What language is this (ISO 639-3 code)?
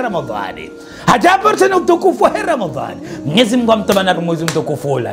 zdj